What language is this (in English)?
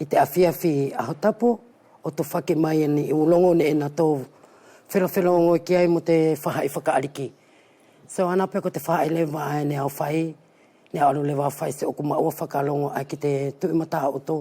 Wallisian